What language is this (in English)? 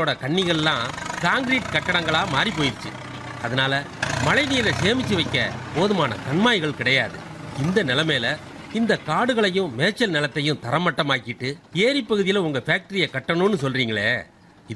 Tamil